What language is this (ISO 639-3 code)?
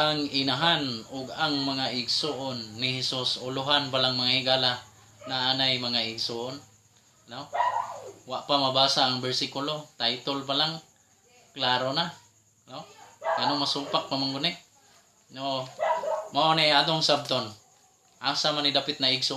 ceb